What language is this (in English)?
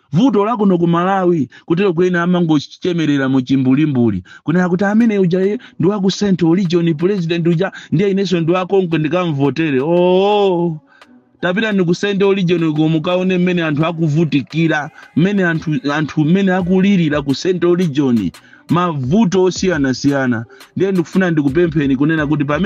Nyanja